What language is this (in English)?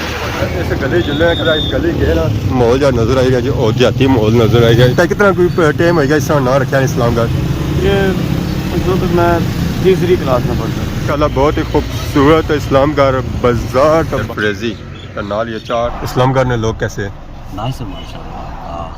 Pahari-Potwari